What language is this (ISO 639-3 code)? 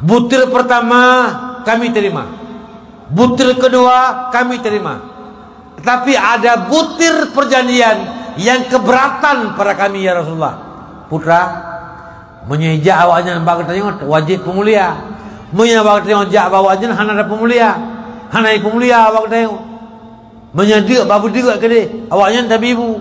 ace